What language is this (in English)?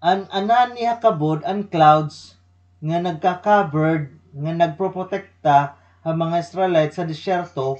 Waray